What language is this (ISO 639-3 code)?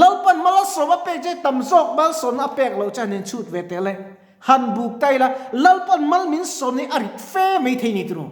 lus